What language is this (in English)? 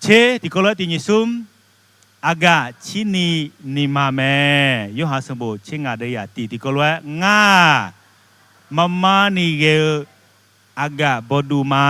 Akha